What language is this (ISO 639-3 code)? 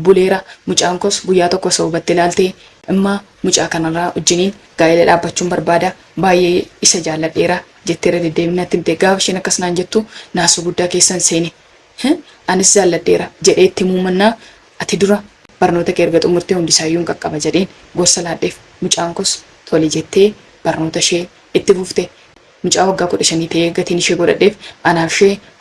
orm